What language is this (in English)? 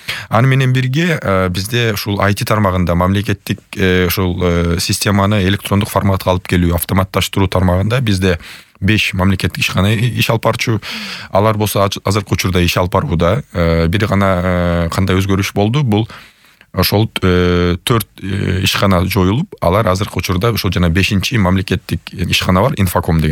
Kyrgyz